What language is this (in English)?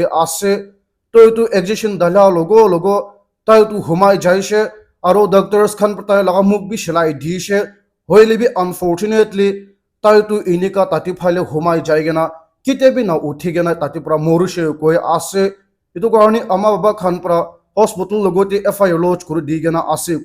Naga Pidgin